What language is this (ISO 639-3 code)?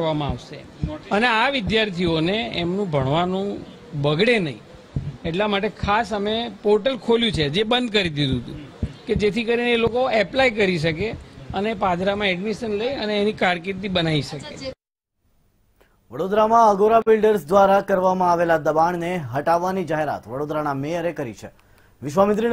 guj